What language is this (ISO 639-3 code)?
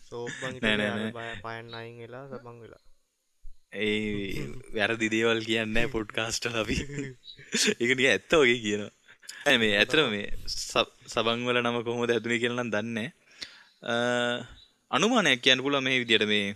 sin